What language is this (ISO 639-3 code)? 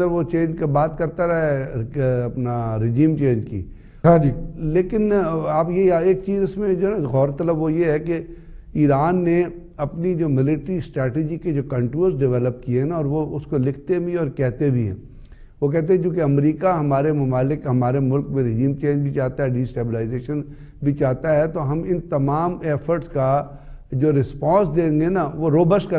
urd